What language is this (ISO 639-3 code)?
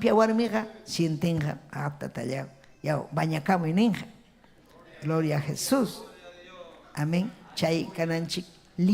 quy